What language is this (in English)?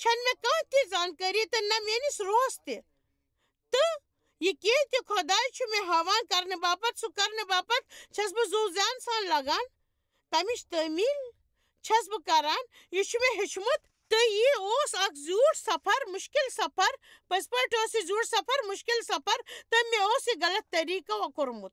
Kashmiri